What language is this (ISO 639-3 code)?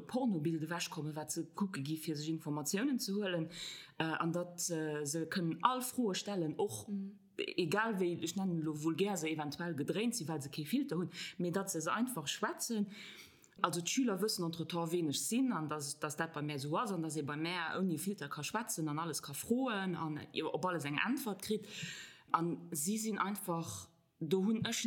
ltz